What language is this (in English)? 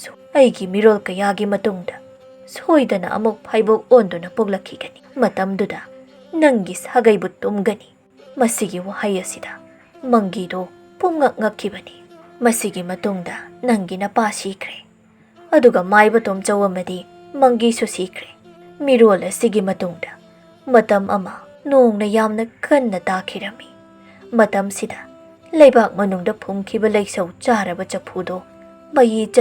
Manipuri